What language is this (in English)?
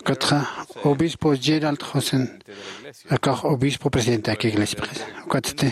Aymara